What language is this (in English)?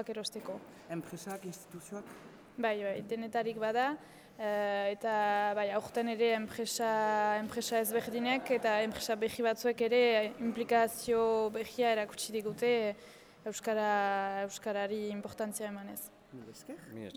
Basque